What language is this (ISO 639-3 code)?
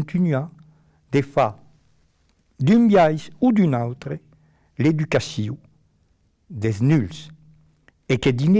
oci